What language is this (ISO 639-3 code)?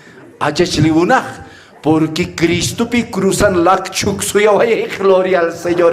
aym